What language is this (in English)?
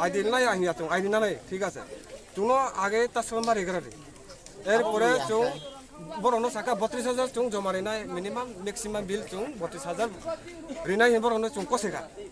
Riang (India)